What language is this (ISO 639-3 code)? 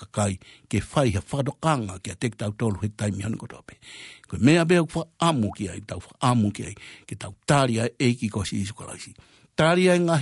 ton